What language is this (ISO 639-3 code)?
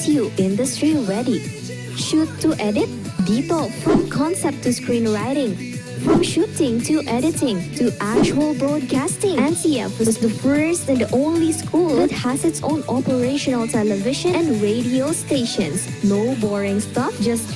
bik